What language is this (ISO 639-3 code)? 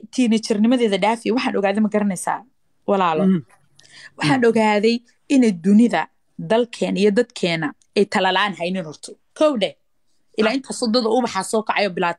som